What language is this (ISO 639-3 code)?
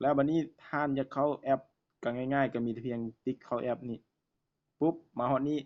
lao